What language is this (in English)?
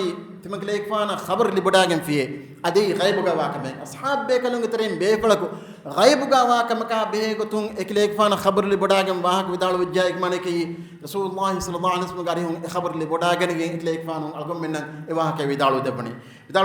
Divehi